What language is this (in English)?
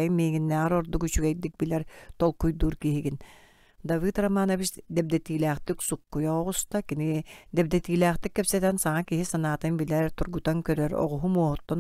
Yakut